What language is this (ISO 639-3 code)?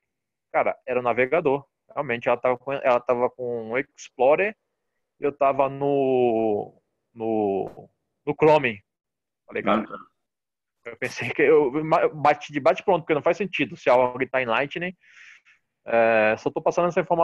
por